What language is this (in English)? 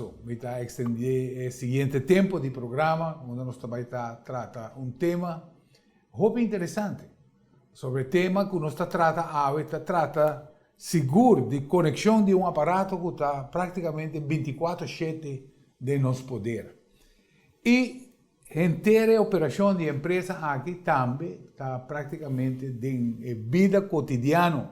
Papiamento